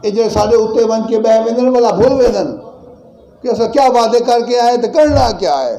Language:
Saraiki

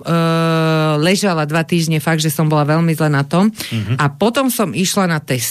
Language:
Slovak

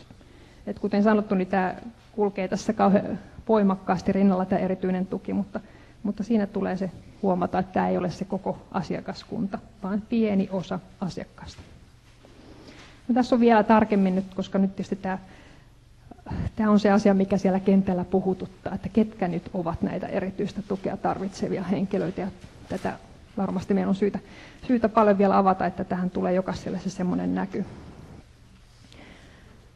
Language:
Finnish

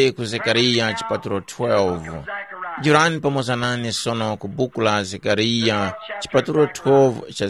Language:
Tumbuka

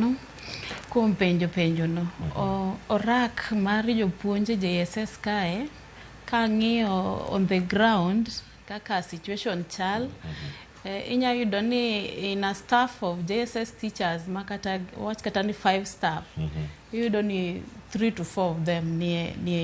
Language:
Luo (Kenya and Tanzania)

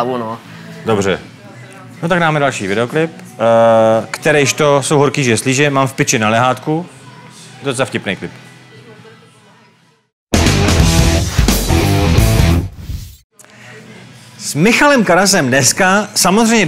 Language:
Czech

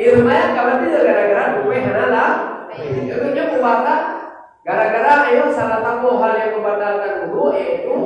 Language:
Achinese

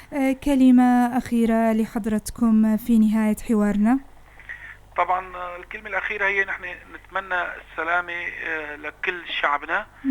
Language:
North Levantine Arabic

